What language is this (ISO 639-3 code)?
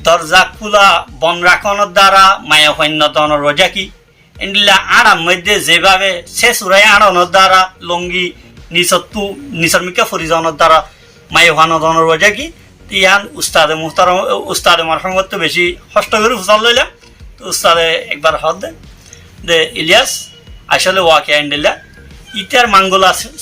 rhg